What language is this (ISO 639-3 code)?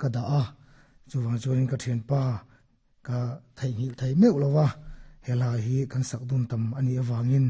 lus